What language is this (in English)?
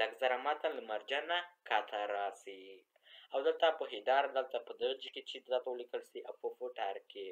Pashto